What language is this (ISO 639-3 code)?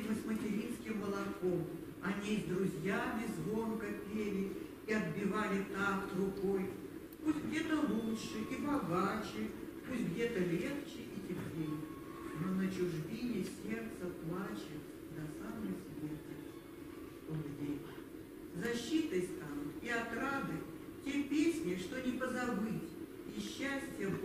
rus